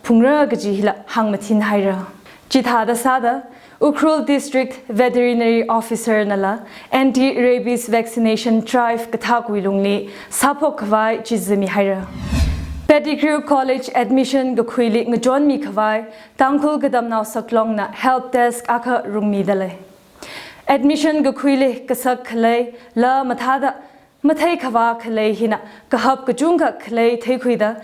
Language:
Tangkhul Naga (India)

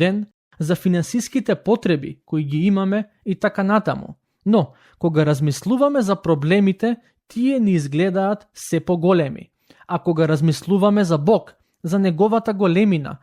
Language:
Macedonian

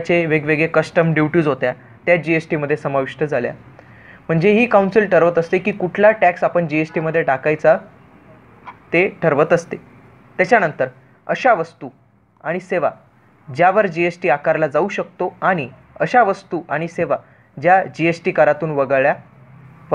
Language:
Marathi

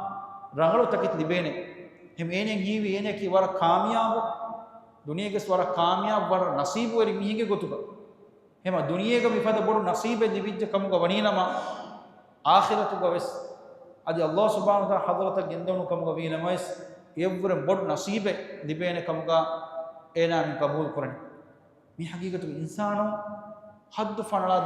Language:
Divehi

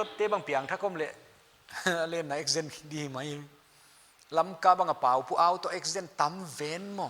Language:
Paite Chin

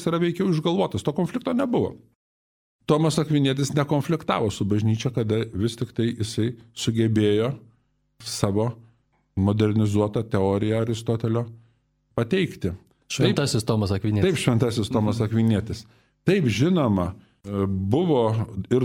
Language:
Lithuanian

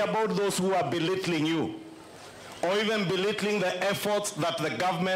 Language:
Kikuyu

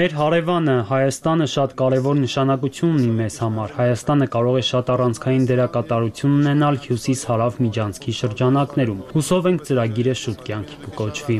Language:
Armenian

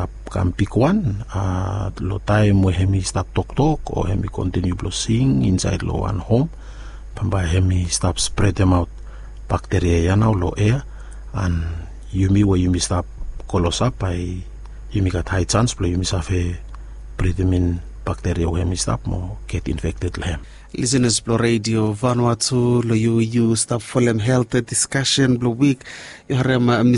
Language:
Bislama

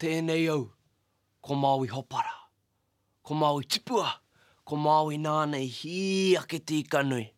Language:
Māori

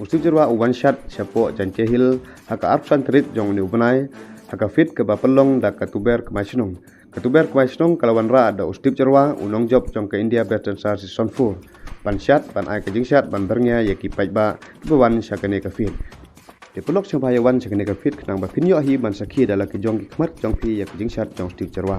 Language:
Khasi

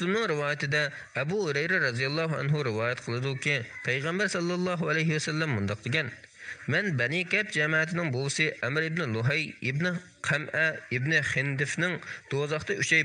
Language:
Uyghur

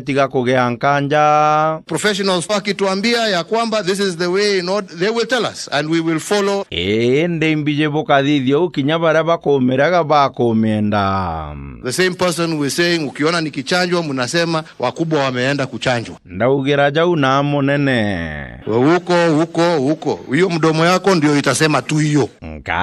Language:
Meru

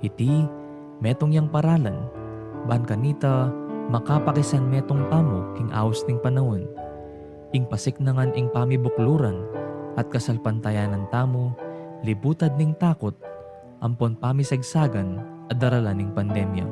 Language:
Pampanga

